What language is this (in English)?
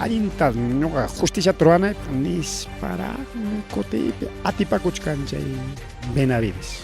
Ayacucho Quechua